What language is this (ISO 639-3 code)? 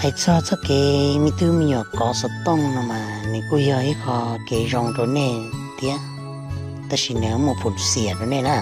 hmn